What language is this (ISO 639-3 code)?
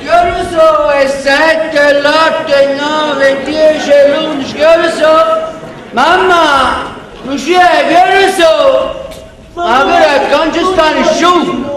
nap